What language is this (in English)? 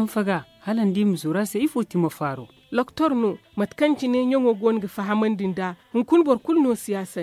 Zarma